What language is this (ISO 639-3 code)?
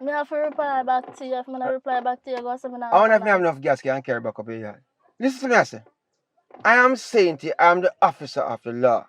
jam